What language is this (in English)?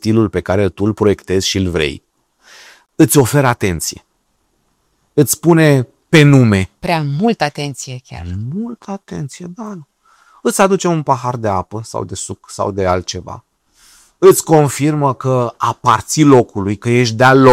Romanian